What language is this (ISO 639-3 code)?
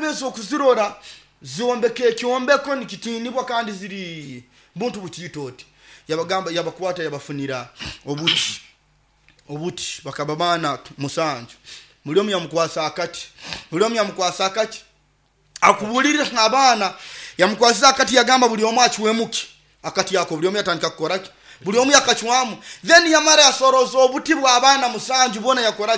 nyo